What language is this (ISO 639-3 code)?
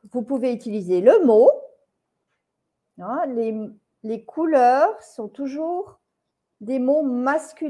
fra